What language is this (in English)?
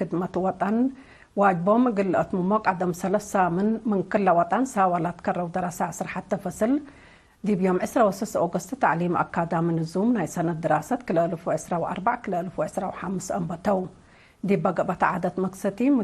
Tigre